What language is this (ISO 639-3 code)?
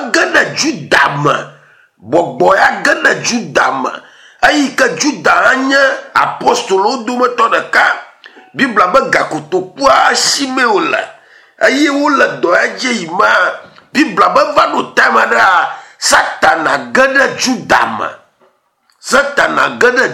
ewe